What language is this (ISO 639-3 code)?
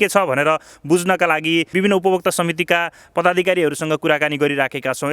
nep